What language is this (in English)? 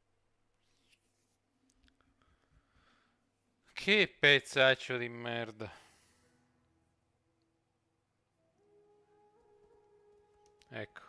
Italian